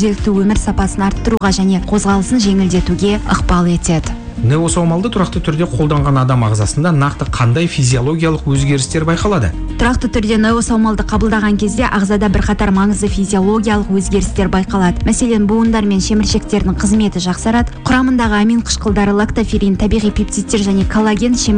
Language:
Kazakh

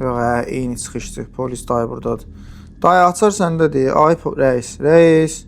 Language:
Azerbaijani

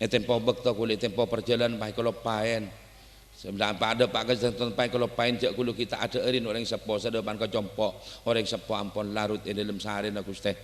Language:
Madurese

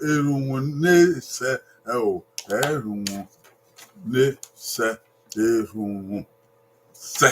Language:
Bini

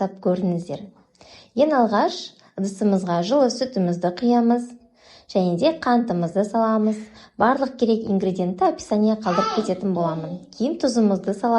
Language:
Kazakh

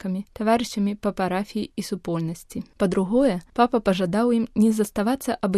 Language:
Belarusian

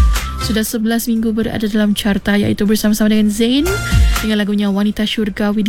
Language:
Malay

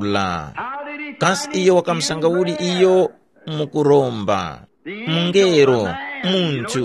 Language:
Tumbuka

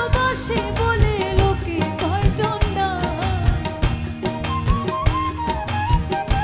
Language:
Bangla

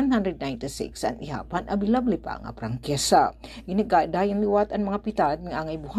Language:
Waray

